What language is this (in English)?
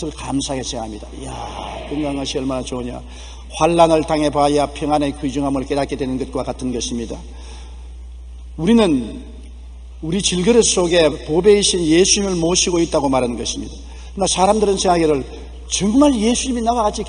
Korean